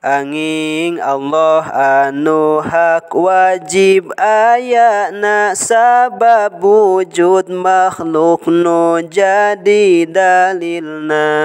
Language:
Sundanese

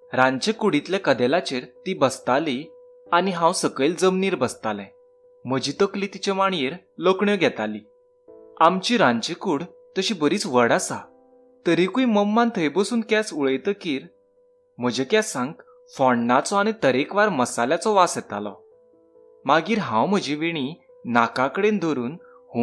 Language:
Konkani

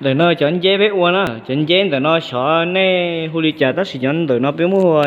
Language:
Hmong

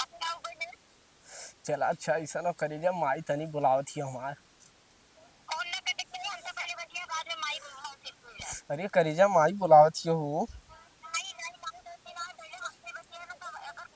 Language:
Awadhi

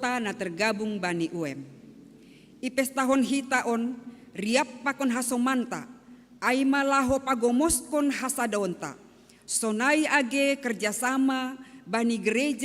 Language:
Batak Simalungun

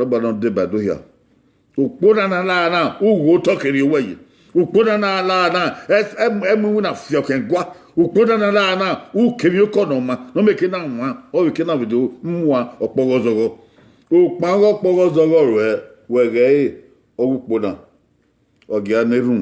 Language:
Bini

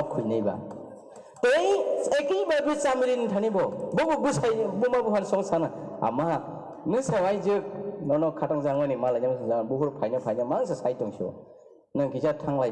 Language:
Kok Borok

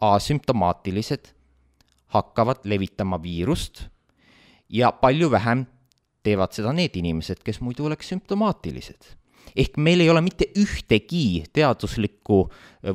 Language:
Estonian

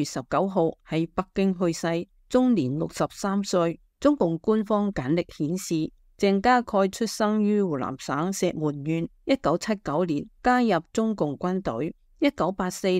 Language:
Cantonese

